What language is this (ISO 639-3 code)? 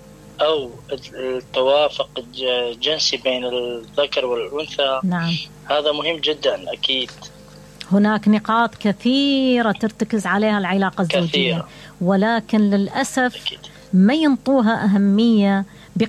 acm